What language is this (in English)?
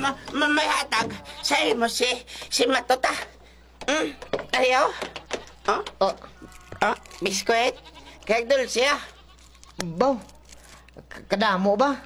Hiligaynon